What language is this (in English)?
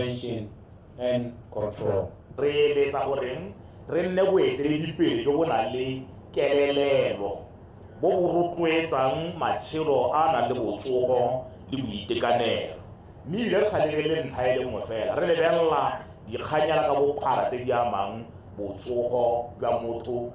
Tswana